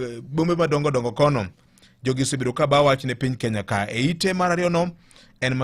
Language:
Luo (Kenya and Tanzania)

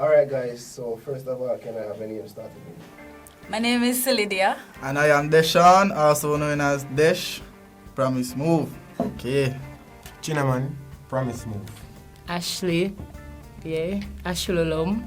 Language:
Jamaican Creole English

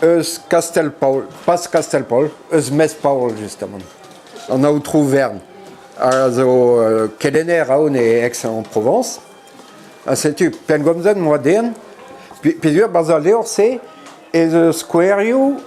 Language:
Breton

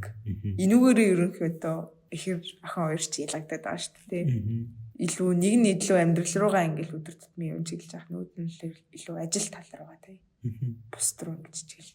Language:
Mongolian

